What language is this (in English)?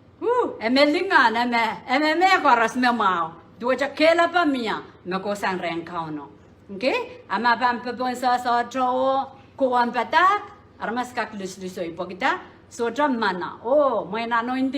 Pohnpeian